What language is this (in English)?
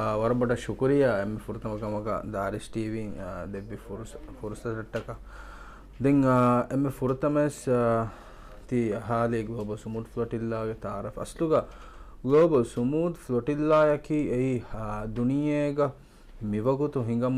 Divehi